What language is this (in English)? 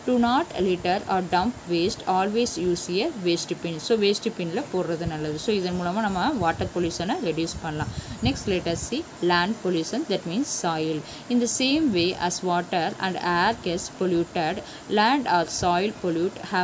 Tamil